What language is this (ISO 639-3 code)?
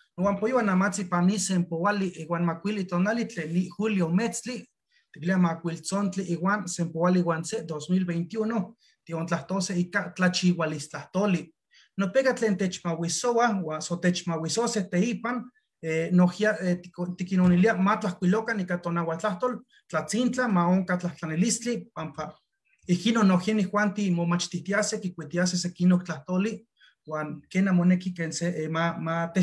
nhe